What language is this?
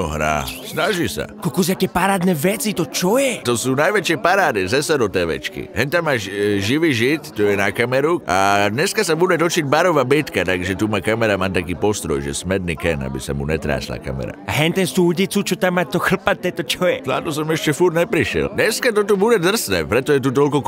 Slovak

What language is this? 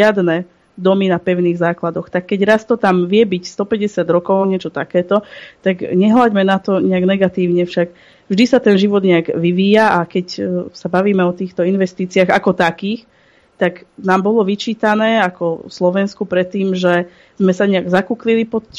Slovak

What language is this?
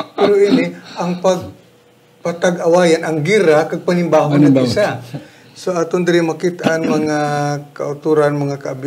Hiligaynon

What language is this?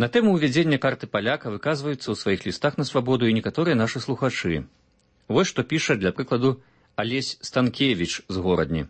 Belarusian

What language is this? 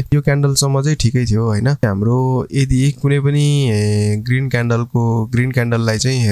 Nepali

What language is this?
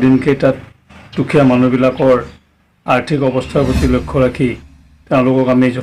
Assamese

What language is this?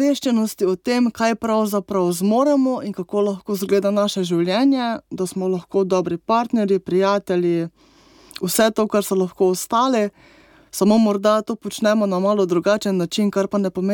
Slovenian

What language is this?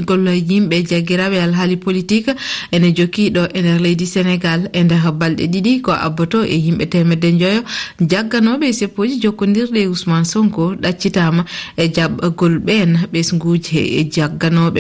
Fula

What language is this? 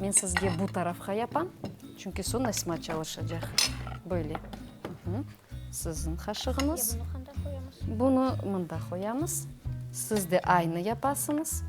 Crimean Tatar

